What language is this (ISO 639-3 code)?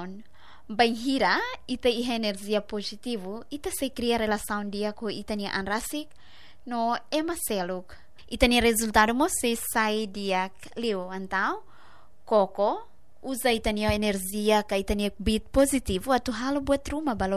tet